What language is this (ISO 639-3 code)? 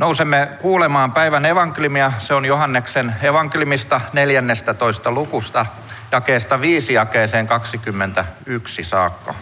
fin